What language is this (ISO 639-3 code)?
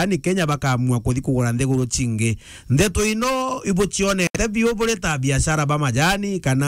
mer